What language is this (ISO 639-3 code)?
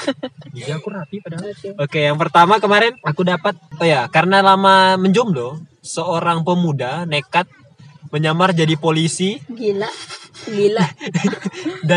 ind